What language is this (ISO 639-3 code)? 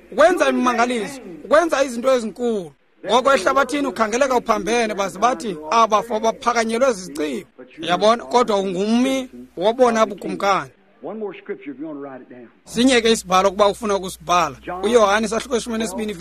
xho